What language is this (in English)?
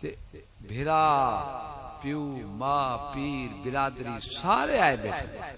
Saraiki